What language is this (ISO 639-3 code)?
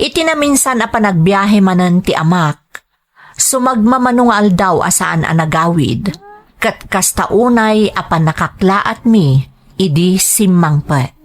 ilo